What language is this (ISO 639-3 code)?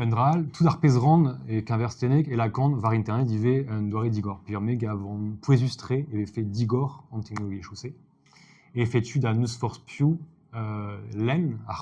bre